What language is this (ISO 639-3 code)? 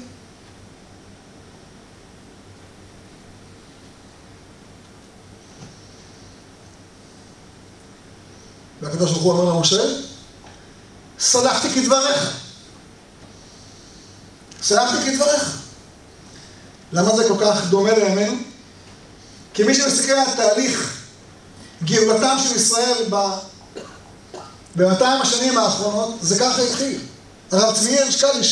heb